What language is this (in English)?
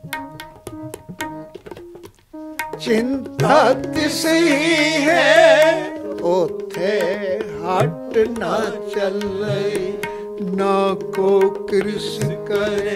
Punjabi